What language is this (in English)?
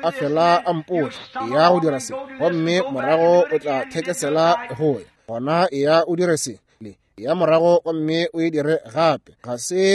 Northern Sotho